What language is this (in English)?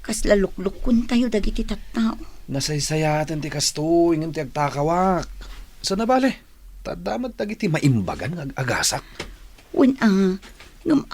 Iloko